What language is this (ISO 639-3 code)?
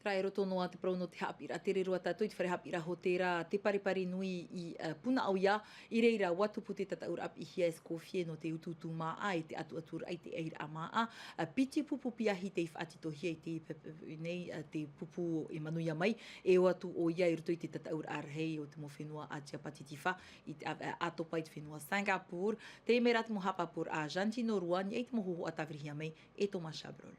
tah